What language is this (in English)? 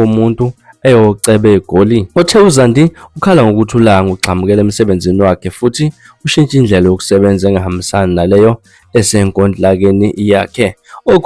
Zulu